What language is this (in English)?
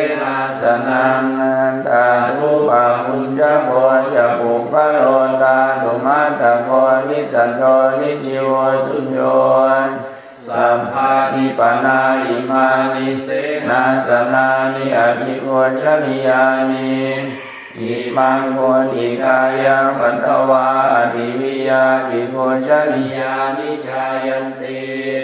Pali